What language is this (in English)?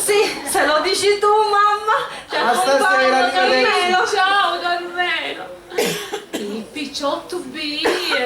Sicilian